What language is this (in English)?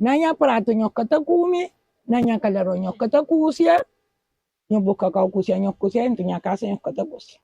Kabuverdianu